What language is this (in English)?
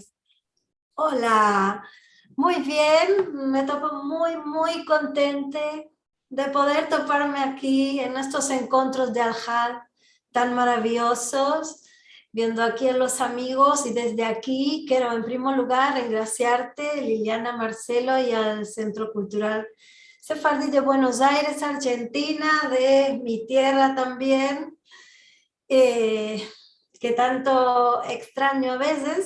Ladino